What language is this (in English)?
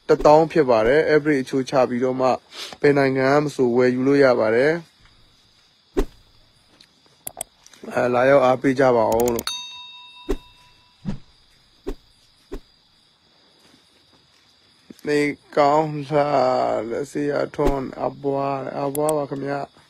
Burmese